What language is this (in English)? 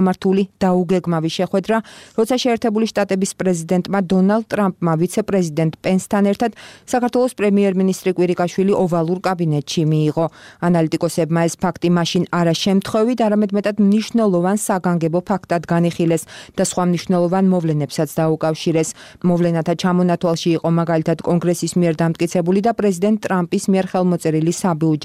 Georgian